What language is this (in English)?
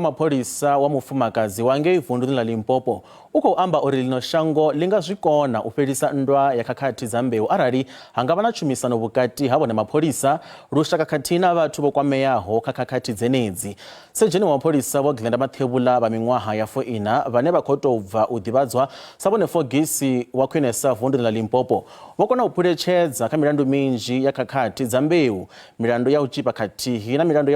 Venda